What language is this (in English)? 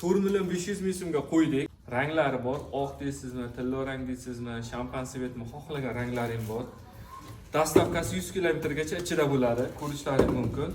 Uzbek